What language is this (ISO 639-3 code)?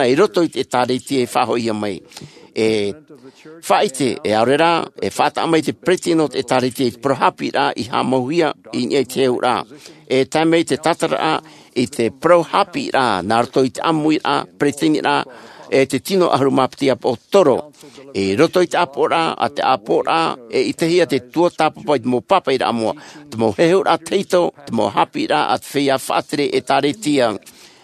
tah